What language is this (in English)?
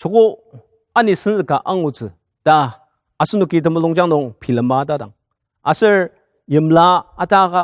Ao Naga